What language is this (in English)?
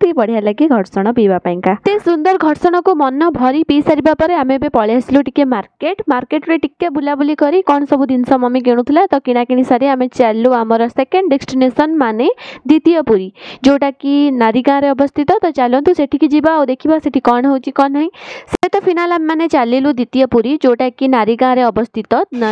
Odia